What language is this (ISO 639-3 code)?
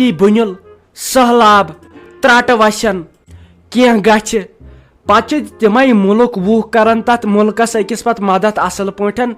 kas